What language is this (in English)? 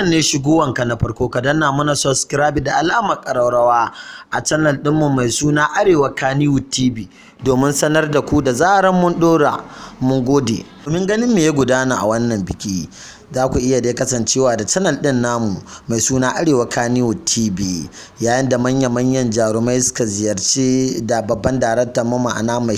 Hausa